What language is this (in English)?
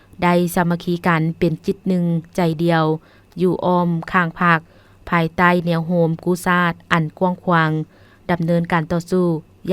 Lao